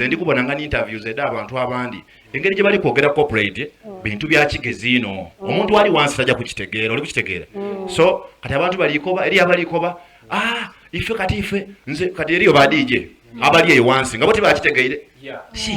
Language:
Soga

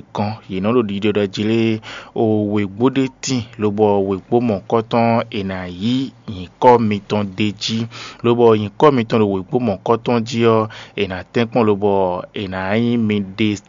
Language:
Fon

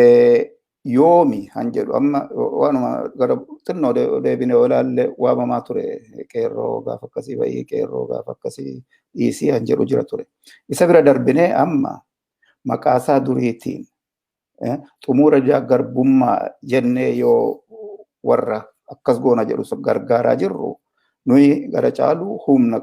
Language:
Oromo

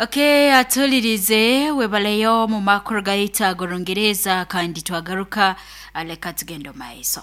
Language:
Nyoro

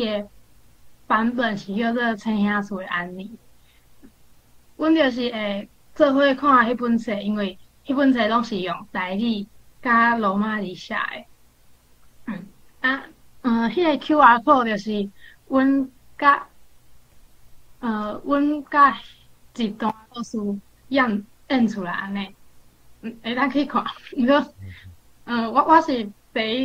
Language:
Min Nan Chinese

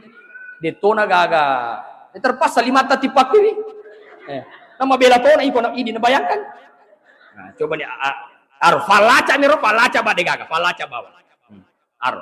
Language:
Buginese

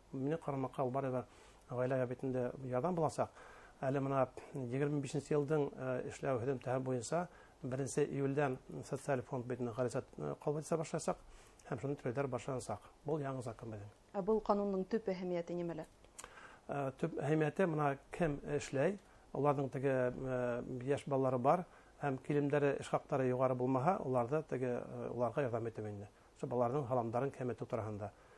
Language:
Bashkir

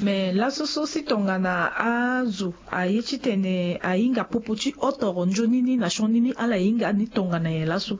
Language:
Sango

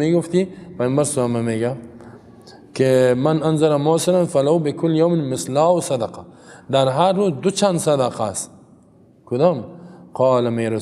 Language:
Persian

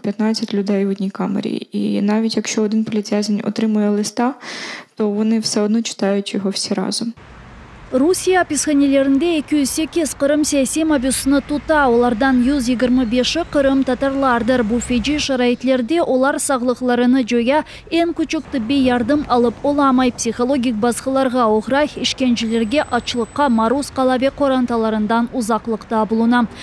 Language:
Crimean Tatar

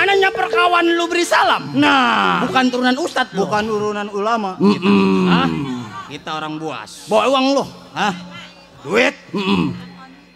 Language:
Betawi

